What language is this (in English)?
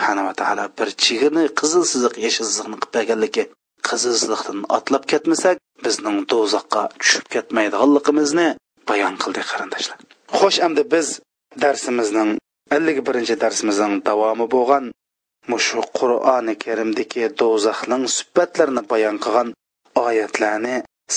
Uyghur